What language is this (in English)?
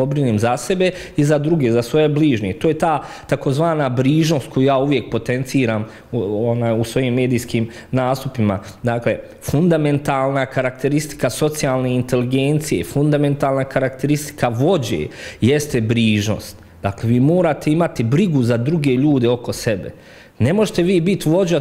Bosnian